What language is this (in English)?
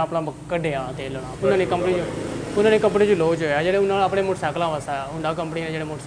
Pahari-Potwari